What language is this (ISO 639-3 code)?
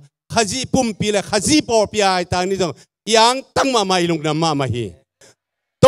ctd